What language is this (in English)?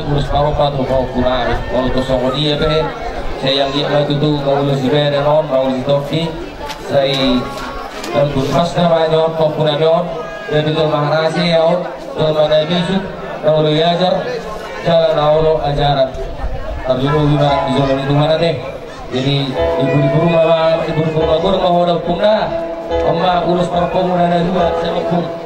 Batak Toba